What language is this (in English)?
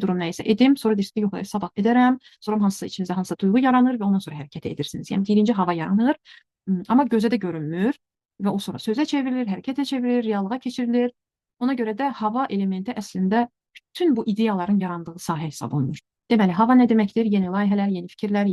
Azerbaijani